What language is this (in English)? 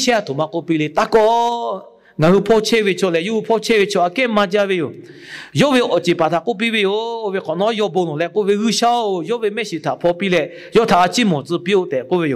Lahu